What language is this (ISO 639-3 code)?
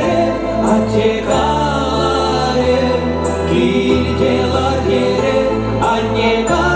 chv